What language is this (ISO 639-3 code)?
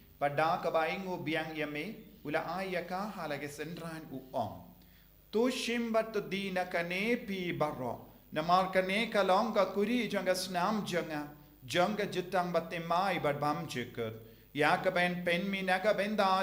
kha